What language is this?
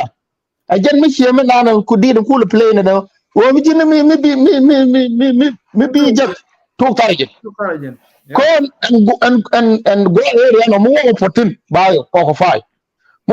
Nuer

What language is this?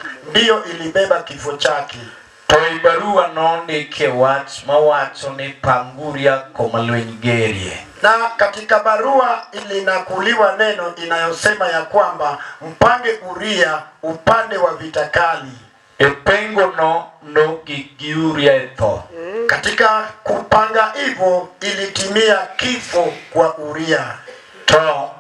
Luo (Kenya and Tanzania)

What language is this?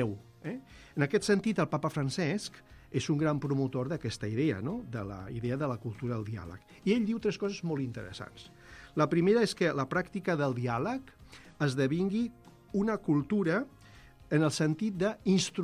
Catalan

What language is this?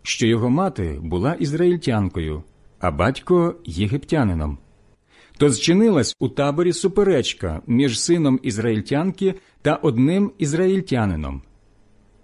Ukrainian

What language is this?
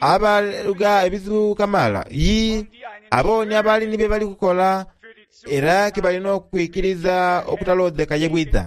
Soga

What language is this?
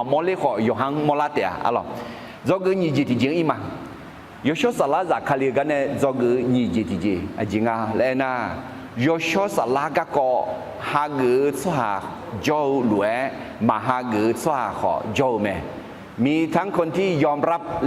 Akha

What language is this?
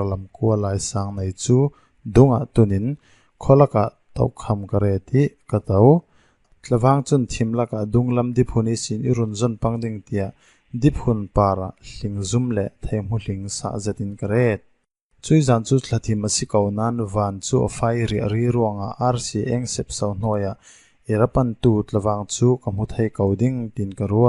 Falam Chin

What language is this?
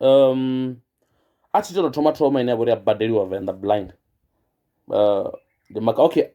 Venda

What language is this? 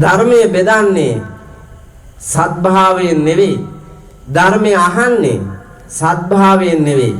Sinhala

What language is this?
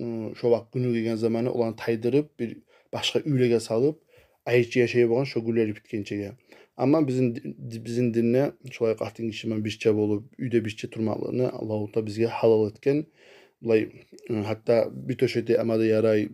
Kumyk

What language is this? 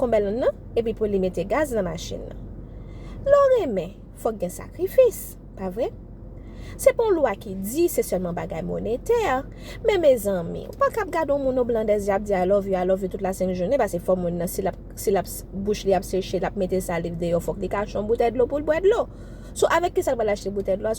Haitian Creole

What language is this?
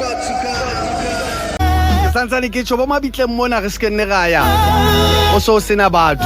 Southern Sotho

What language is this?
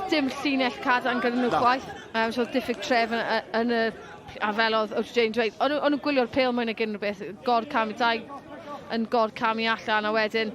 Welsh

